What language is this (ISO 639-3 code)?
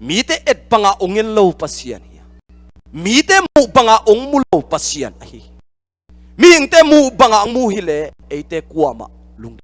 ctd